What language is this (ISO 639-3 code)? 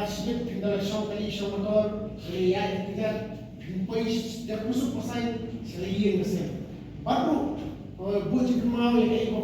kha